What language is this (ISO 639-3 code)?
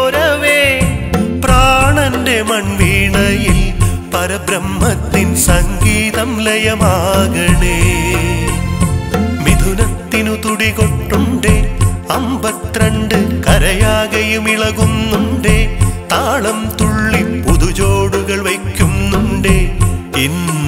mal